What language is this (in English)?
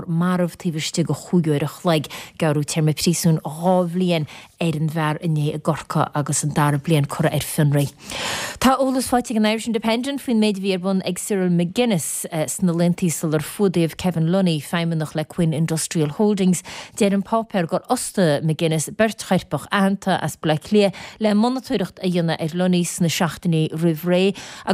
Irish